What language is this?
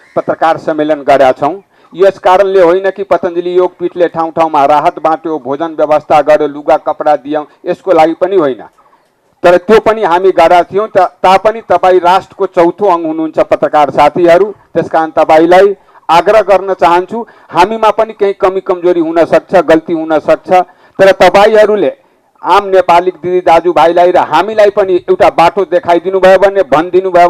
Nepali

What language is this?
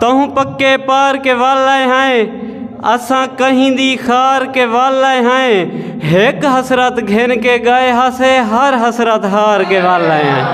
Saraiki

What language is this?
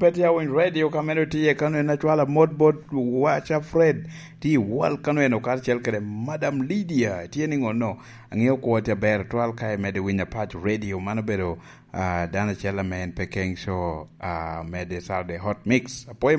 Lango (Uganda)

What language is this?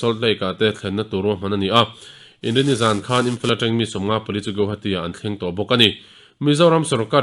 Mizo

